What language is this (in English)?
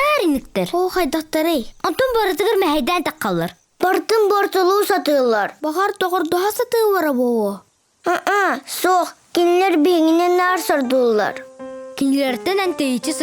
Yakut